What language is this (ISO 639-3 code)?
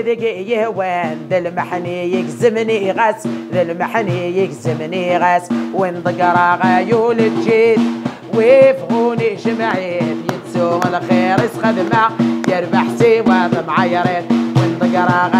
kab